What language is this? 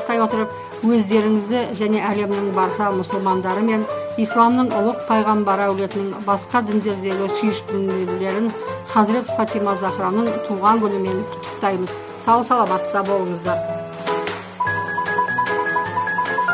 Kazakh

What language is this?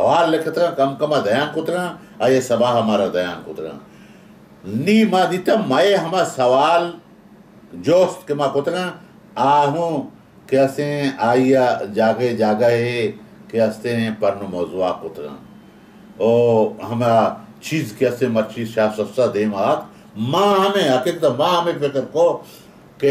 Baluchi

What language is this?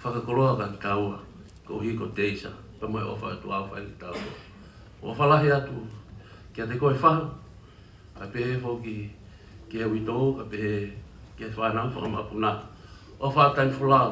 Tongan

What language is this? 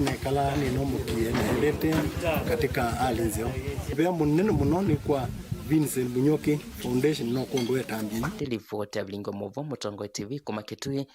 Kamba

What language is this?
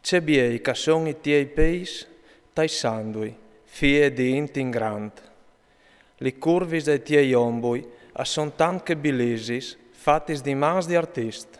Friulian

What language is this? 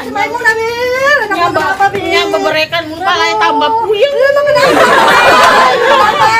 Betawi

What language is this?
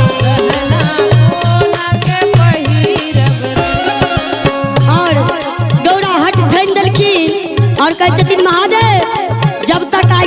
Maithili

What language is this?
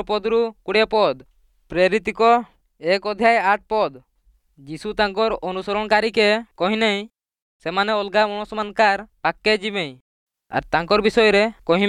Odia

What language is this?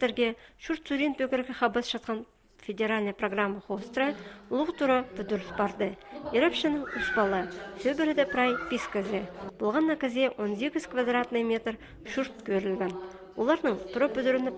Khakas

